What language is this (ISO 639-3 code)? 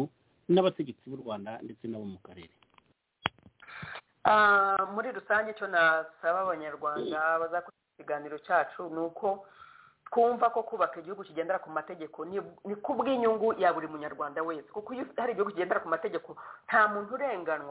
kin